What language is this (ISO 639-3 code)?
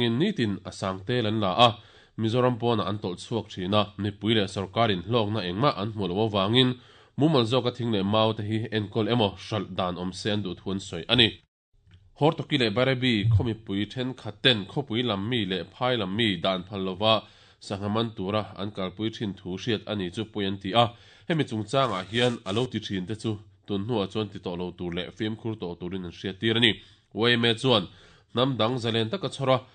lus